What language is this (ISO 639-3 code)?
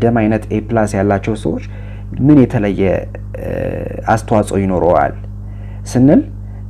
amh